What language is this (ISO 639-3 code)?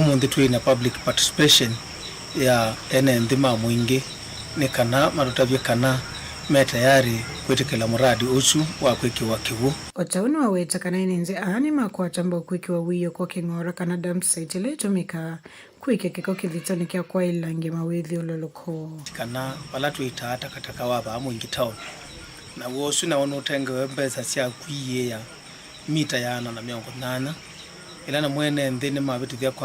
kam